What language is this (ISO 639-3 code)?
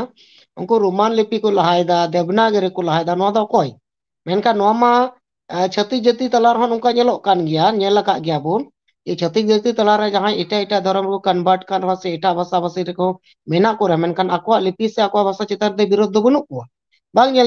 sat